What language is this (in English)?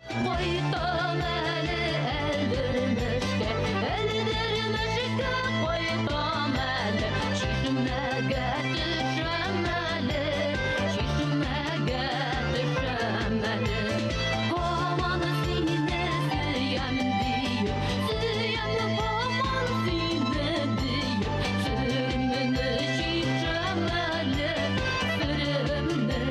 Bashkir